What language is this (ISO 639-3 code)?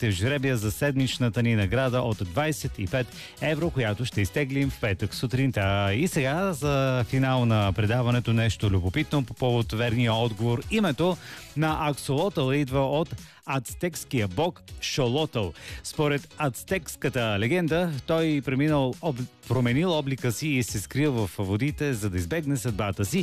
bul